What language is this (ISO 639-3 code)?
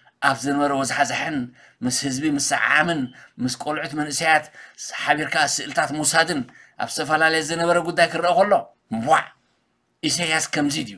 tir